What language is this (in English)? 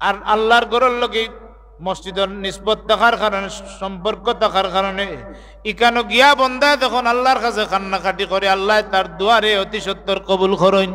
Sylheti